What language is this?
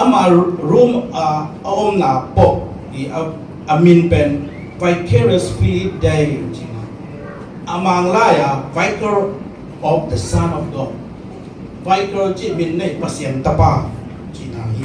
Tedim Chin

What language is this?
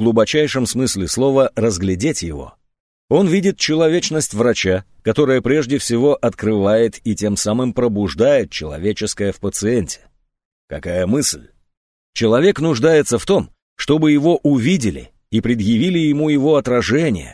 Russian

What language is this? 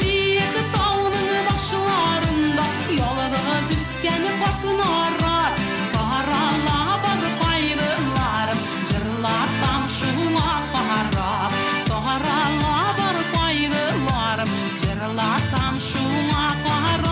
Tatar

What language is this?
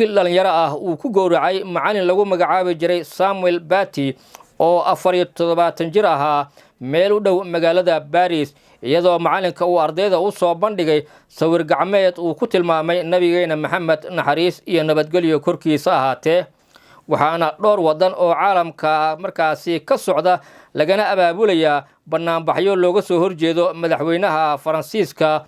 Somali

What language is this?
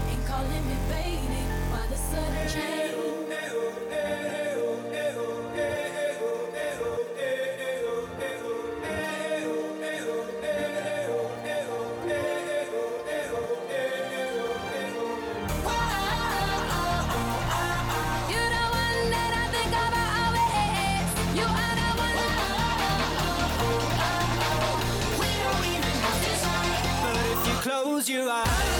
English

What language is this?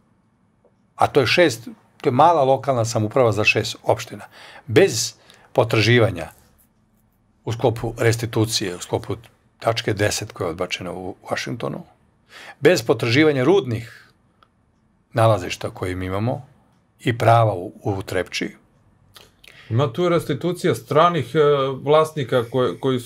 Serbian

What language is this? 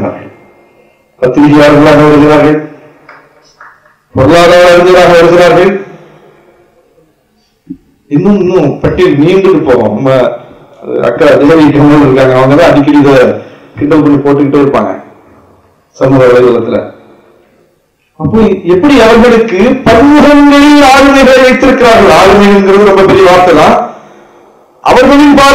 Tamil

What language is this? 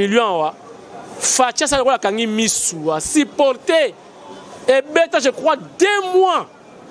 Lingala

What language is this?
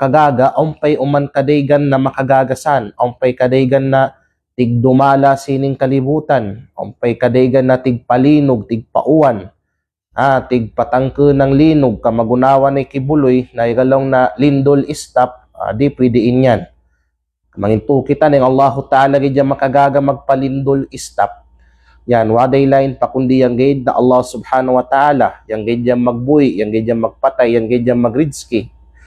Kalagan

